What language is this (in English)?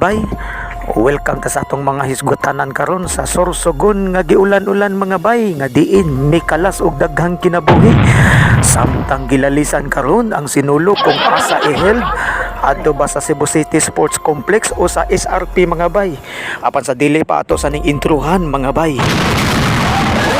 Cebuano